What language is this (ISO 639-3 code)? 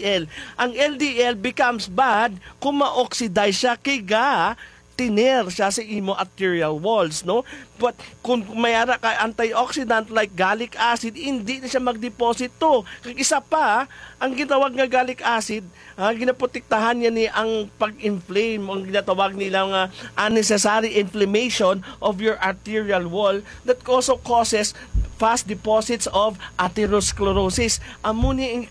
hil